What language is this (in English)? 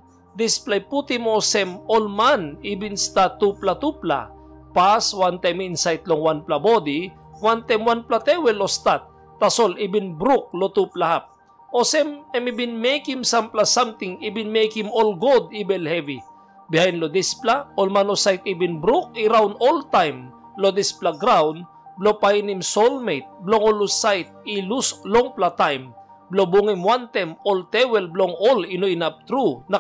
Tok Pisin